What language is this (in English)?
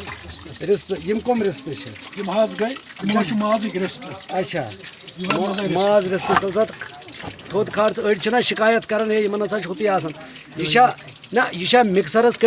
Kashmiri